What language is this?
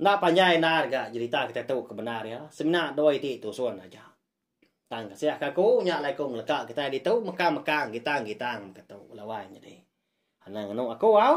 Iban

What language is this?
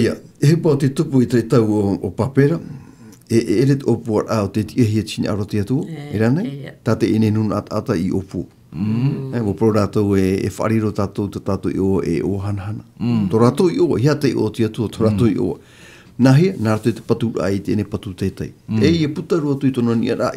Tahitian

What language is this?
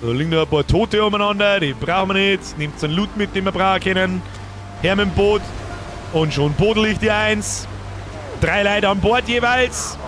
Bavarian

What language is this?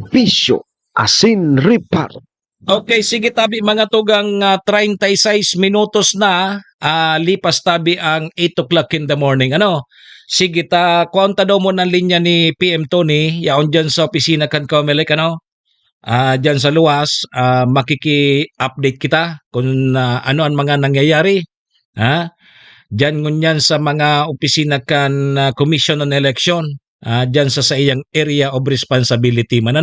Bikol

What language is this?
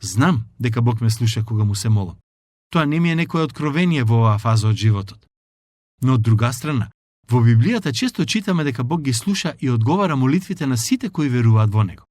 Macedonian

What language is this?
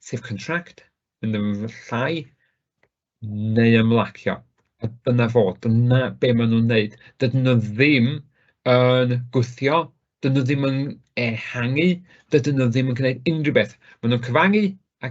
Welsh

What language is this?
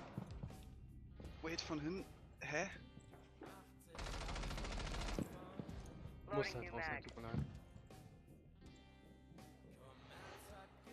German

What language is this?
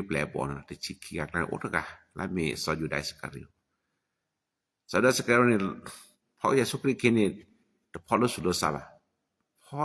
S'gaw Karen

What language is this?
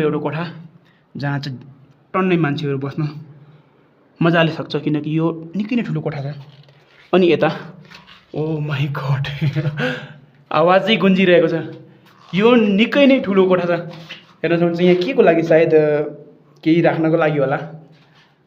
Nepali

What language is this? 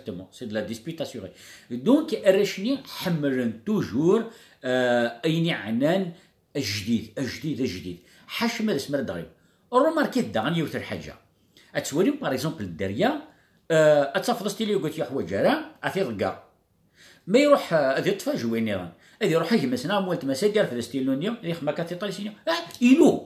Kabyle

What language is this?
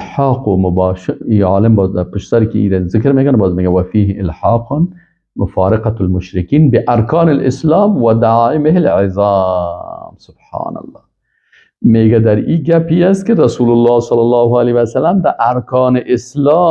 Persian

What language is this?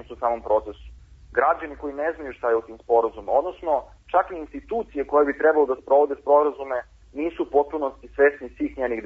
Serbian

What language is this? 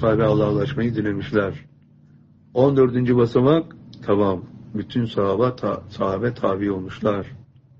Turkish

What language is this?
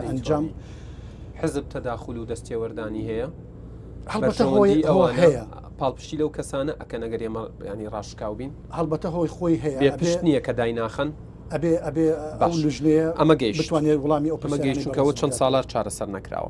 Central Kurdish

